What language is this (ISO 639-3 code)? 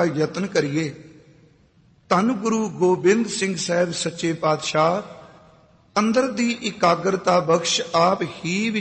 pan